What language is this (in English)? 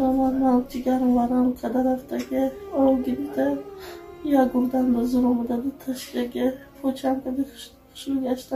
Tajik